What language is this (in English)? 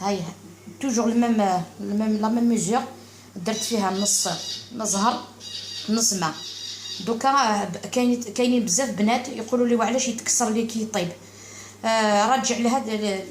Algerian Arabic